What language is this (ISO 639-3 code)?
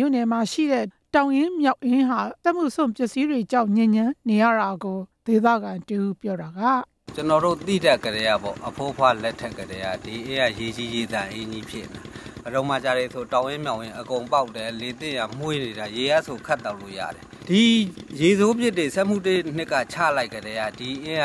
mya